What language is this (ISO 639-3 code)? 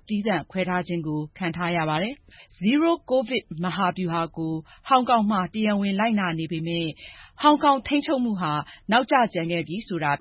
mya